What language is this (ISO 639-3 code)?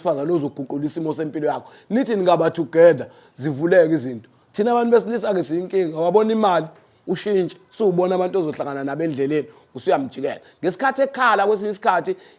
zul